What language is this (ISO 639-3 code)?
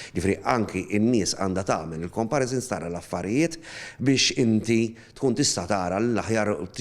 mlt